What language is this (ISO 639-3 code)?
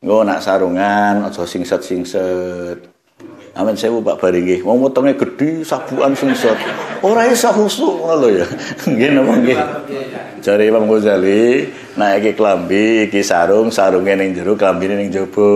jav